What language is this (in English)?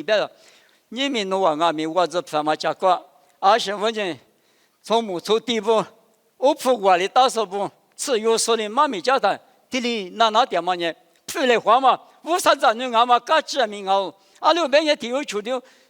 Lisu